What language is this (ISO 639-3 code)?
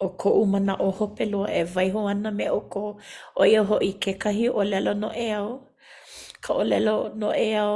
haw